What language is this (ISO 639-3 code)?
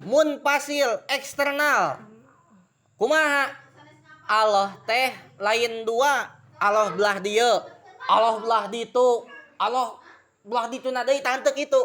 sun